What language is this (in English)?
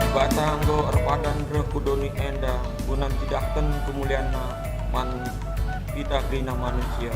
Batak Karo